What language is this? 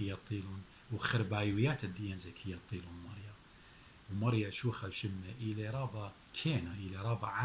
Assyrian Neo-Aramaic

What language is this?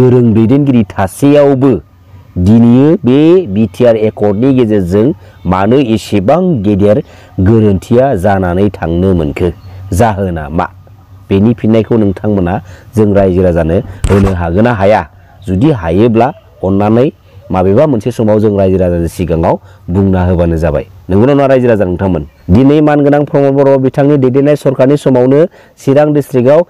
Bodo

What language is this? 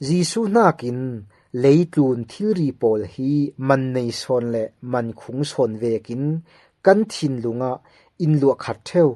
Falam Chin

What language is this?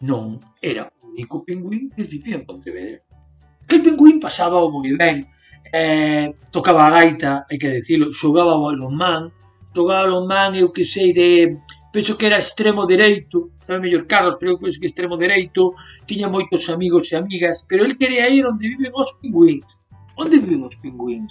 Galician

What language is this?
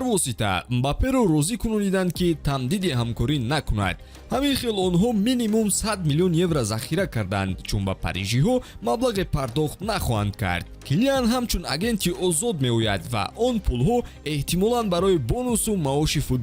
Tajik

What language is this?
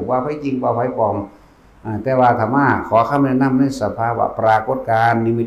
Northeastern Thai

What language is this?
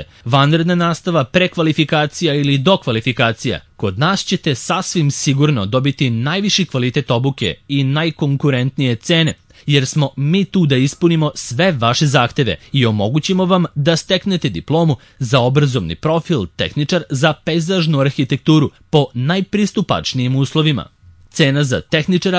Serbian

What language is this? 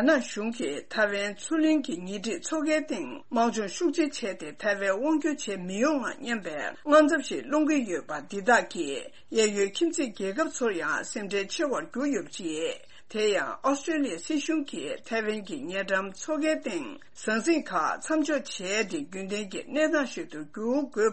Tibetan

